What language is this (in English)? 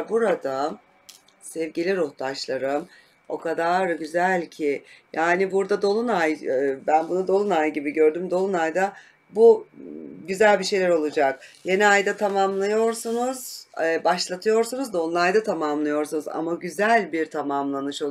Turkish